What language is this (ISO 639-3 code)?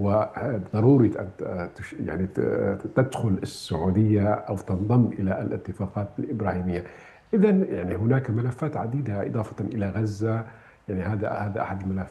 ara